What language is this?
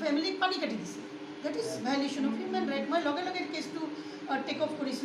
Assamese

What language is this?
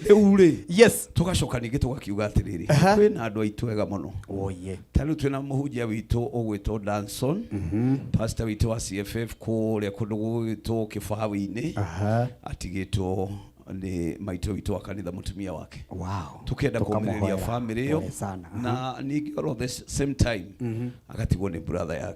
Kikuyu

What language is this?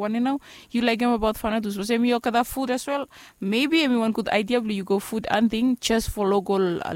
Bislama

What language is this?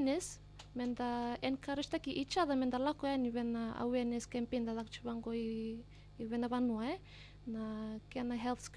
Fijian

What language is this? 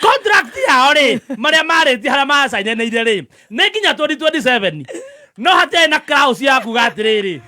Kikuyu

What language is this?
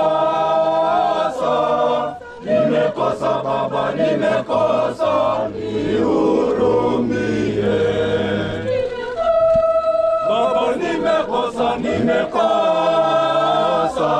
Swahili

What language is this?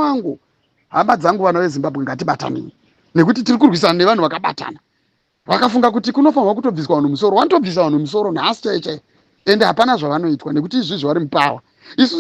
Shona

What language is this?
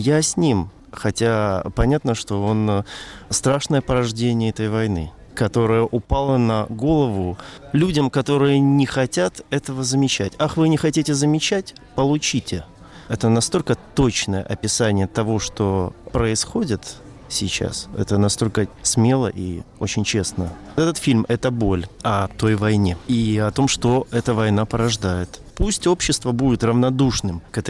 Russian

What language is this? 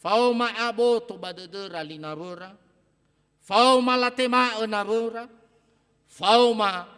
Nias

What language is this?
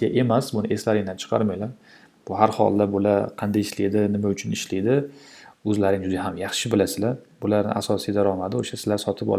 Uzbek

